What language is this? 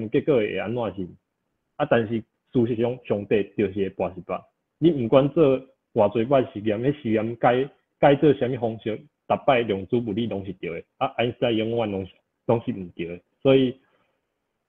Min Nan Chinese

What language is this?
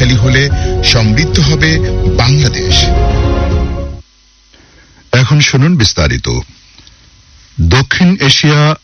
Bangla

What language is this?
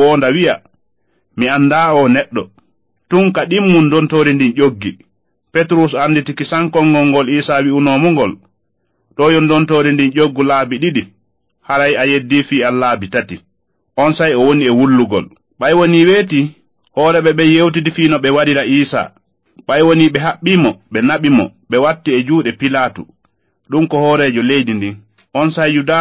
Fula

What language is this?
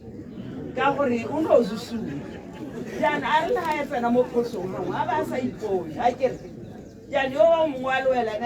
Tswana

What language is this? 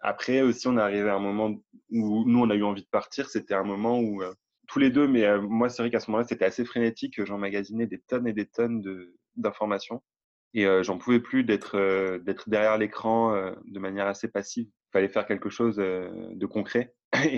French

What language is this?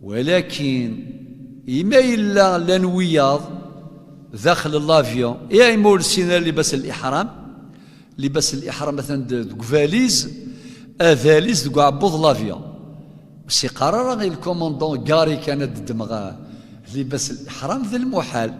Kabyle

